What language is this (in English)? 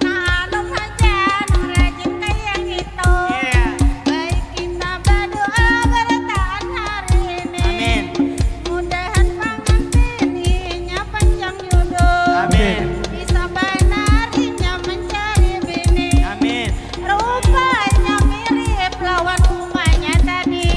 Banjar